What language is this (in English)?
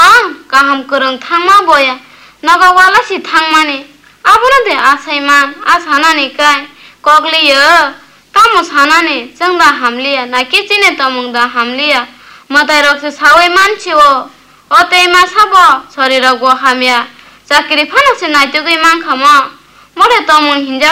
Kok Borok